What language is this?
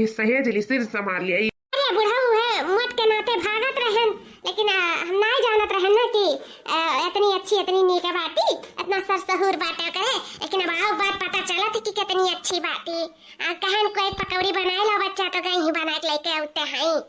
Awadhi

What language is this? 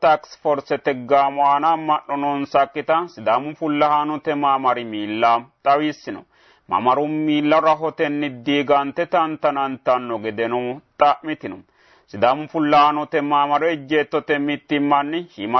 Sidamo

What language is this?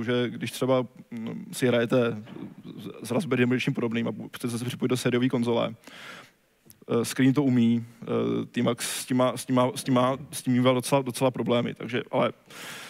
Czech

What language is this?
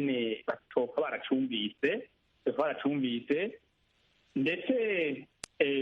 Rundi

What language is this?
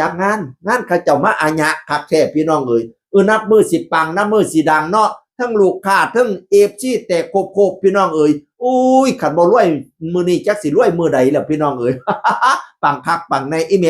Northeastern Thai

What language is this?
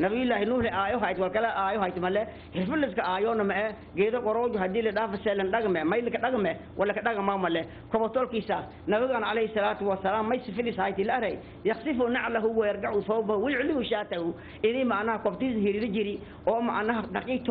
Somali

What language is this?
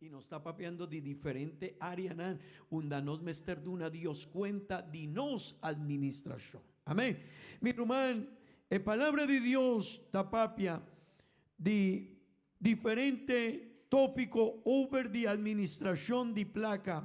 Papiamento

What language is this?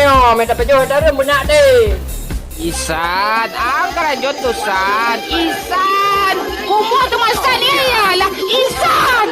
Achinese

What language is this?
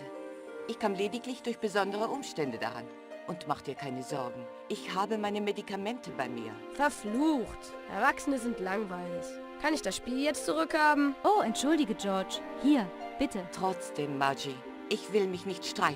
Bavarian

